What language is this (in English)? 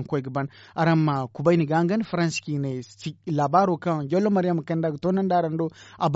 Zarma